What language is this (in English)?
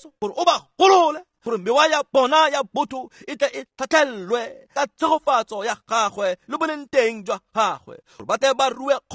Tswana